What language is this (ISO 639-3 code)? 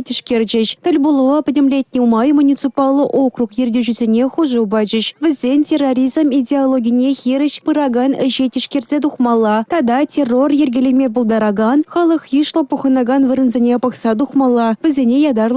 chv